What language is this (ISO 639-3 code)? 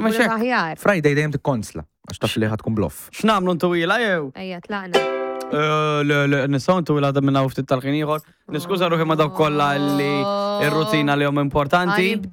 mlt